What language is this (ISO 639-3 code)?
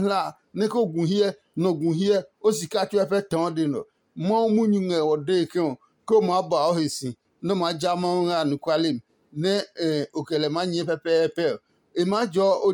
ada